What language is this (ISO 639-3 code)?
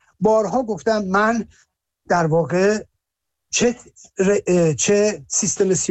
fas